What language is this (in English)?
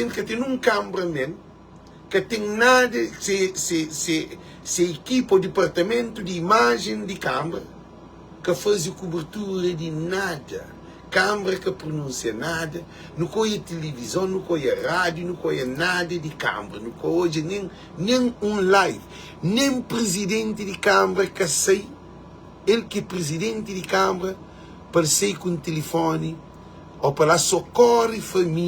Kabuverdianu